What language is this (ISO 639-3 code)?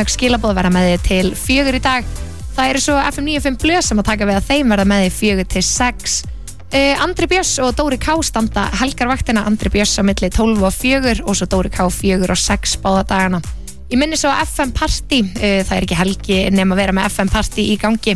isl